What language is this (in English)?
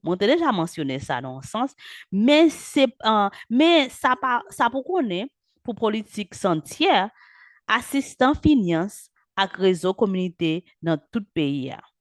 Haitian Creole